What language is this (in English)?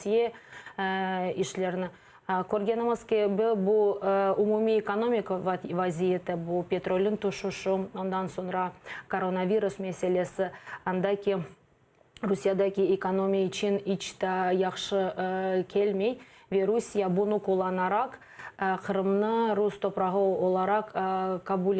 Crimean Tatar